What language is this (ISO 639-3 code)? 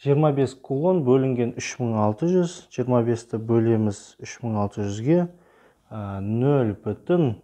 kaz